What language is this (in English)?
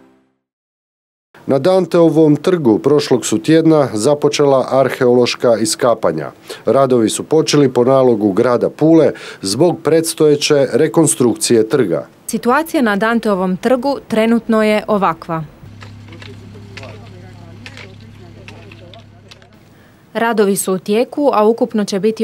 Croatian